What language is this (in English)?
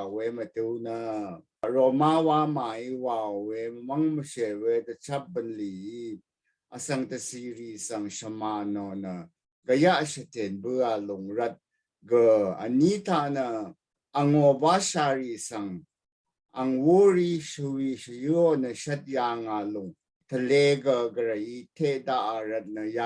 Rawang